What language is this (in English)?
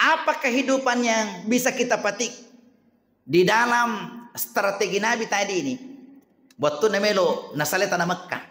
Buginese